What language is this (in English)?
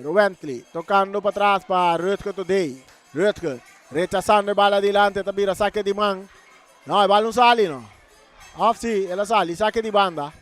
Papiamento